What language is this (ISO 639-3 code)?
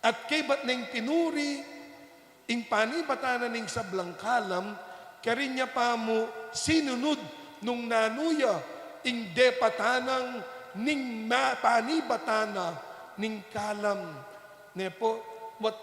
pam